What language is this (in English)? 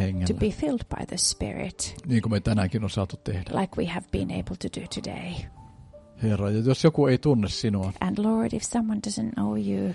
Finnish